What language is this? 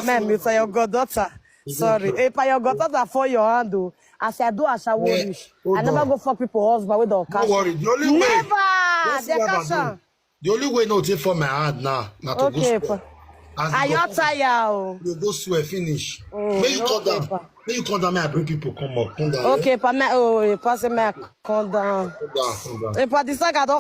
Nigerian Pidgin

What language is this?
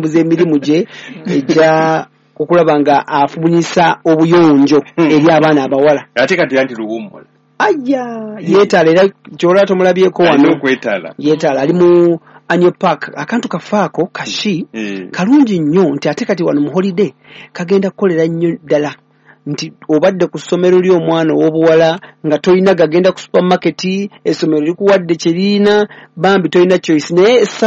Ganda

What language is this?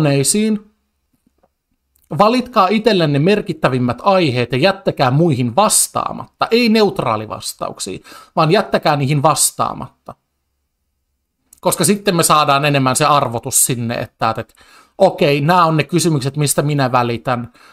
Finnish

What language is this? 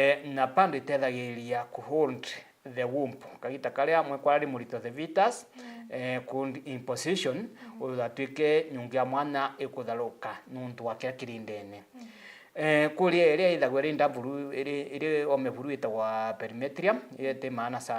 Meru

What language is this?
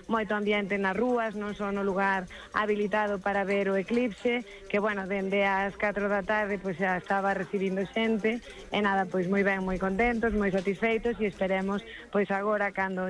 Galician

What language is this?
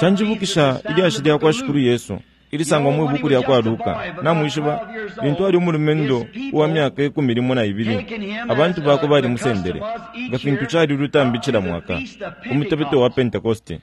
Bemba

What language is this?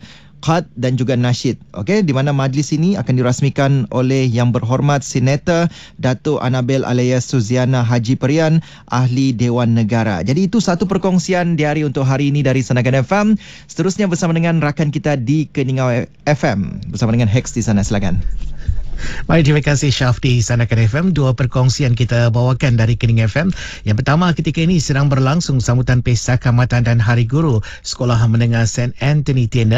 Malay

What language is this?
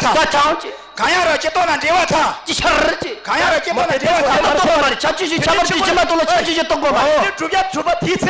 Tibetan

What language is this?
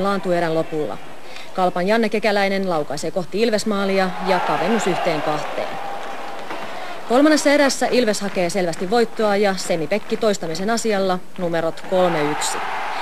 Finnish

